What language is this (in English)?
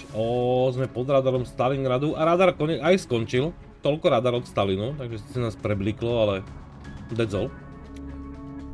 Slovak